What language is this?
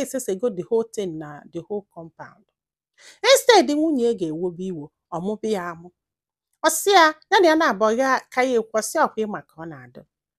Igbo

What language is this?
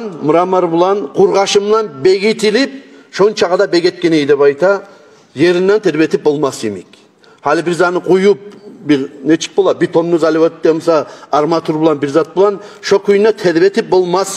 Kumyk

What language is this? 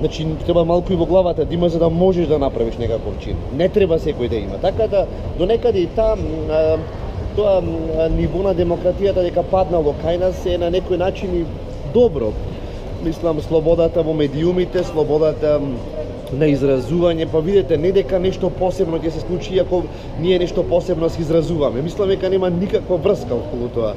Macedonian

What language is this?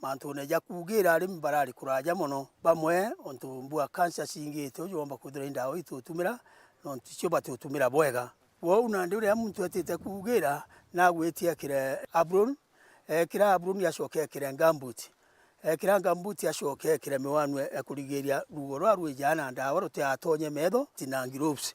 Meru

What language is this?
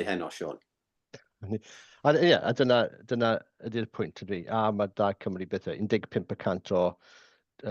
Welsh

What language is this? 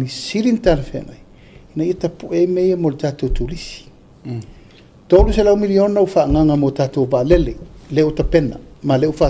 Samoan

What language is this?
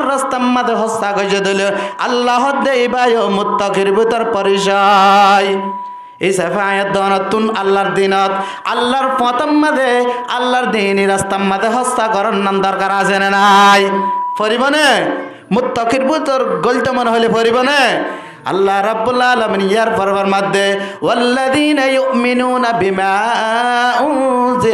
Rohingya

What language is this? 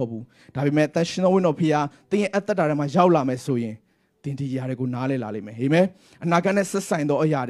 Burmese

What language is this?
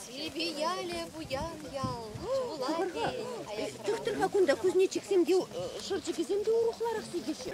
Chuvash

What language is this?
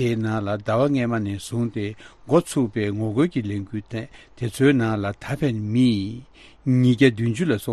Tibetan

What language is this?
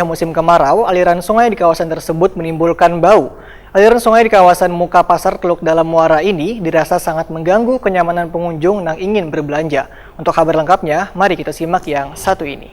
Banjar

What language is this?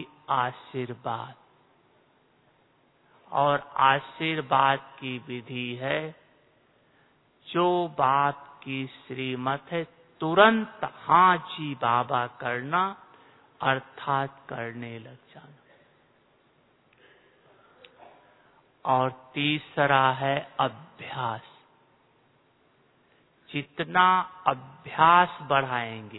Hindi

